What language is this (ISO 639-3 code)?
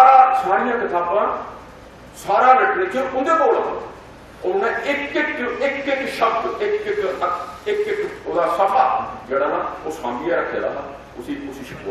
doi